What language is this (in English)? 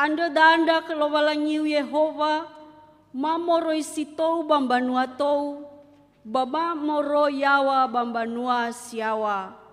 Nias